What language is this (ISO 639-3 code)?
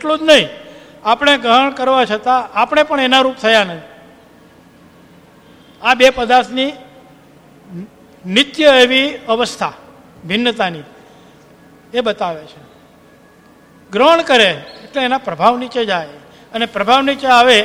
guj